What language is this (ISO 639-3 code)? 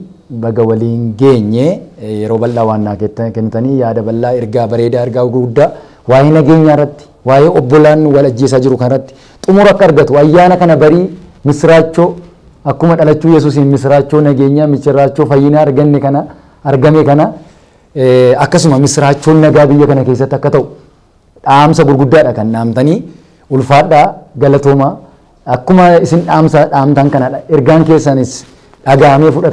orm